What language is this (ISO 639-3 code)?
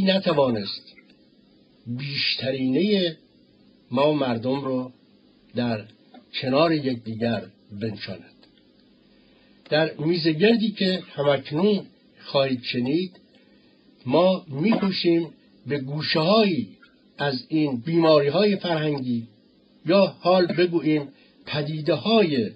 fas